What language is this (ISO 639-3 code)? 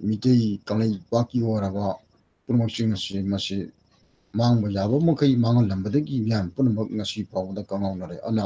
mni